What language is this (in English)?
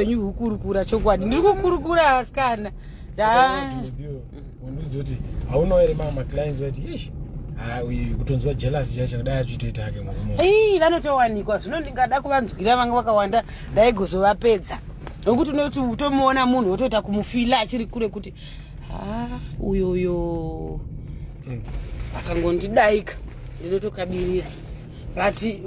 Shona